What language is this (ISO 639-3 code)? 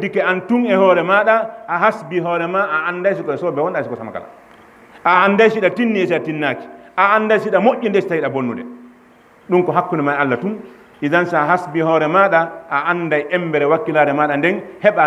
ful